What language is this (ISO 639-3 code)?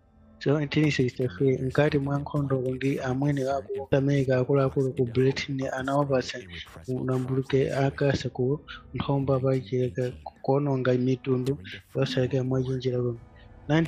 nya